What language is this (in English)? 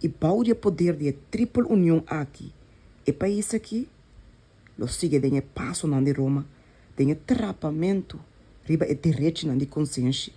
Papiamento